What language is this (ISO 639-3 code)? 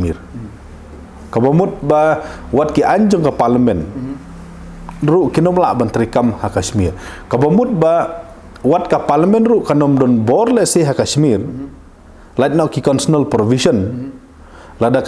kha